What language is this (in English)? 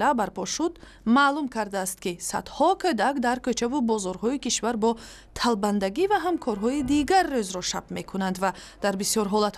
Tajik